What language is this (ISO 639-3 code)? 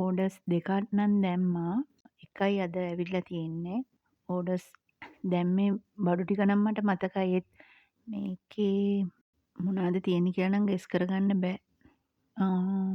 sin